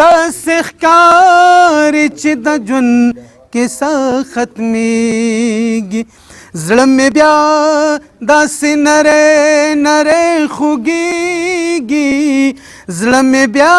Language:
Pashto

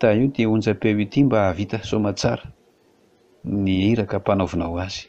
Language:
Malagasy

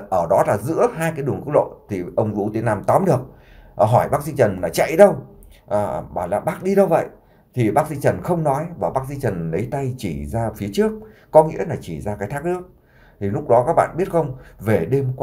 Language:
Vietnamese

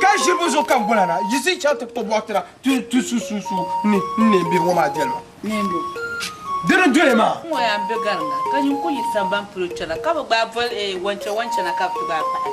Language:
Dagbani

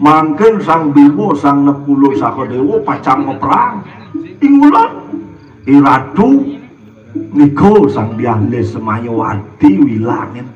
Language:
Balinese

